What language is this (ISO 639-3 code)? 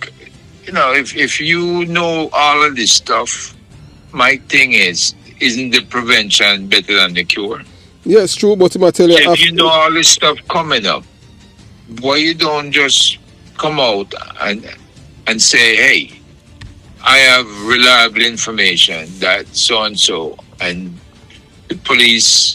jam